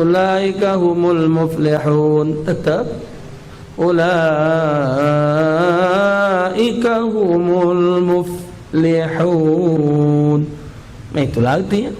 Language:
Musi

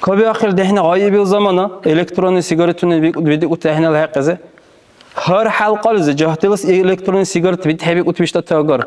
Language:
Dargwa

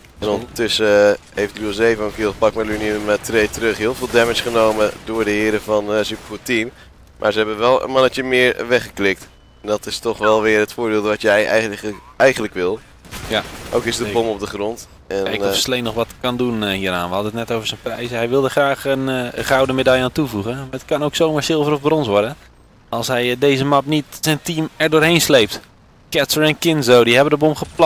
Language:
Dutch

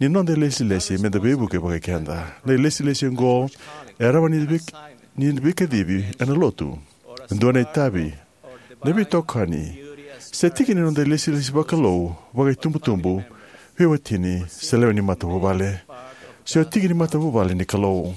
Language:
Fijian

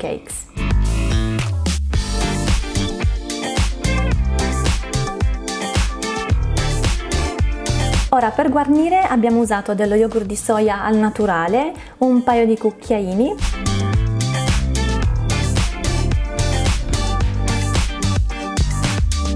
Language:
Italian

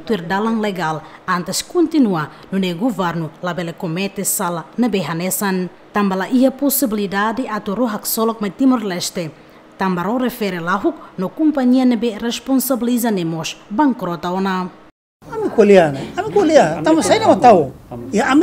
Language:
Tetum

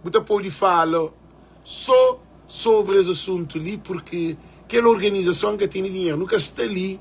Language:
Kabuverdianu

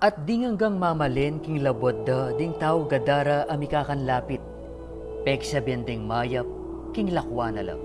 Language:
Pampanga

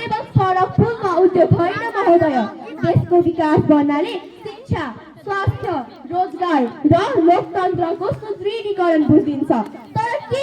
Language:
Nepali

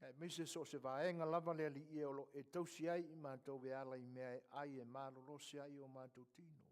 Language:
Samoan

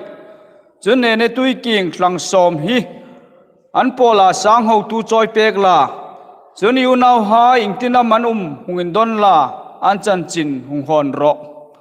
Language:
Hmar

